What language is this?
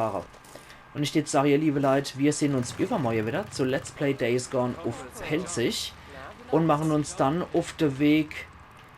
Palatine German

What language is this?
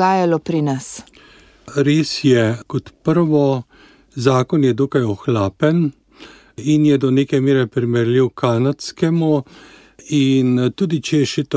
Slovenian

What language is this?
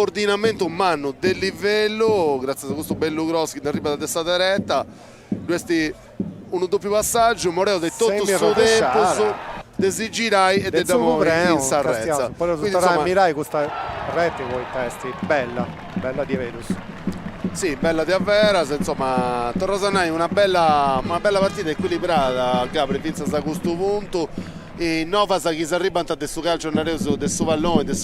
Sardinian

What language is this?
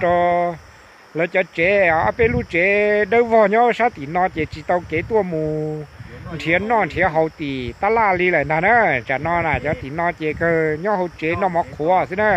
Hmong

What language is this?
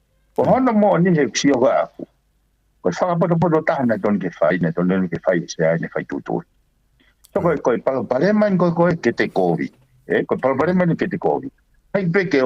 Tongan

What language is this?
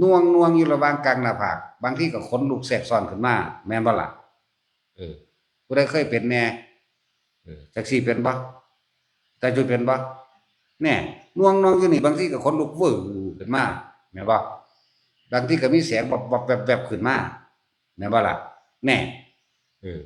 Northeastern Thai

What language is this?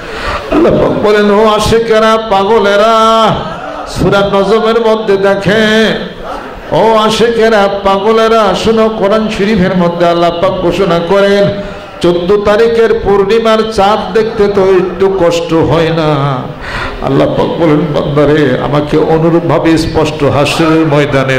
Bangla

